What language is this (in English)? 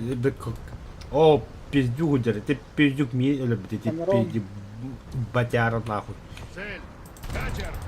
Yakut